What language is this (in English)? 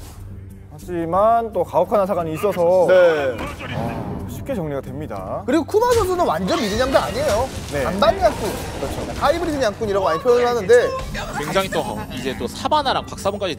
Korean